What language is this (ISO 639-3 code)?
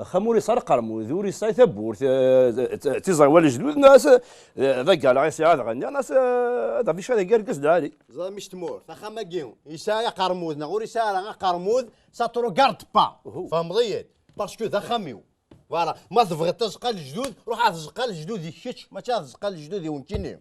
kab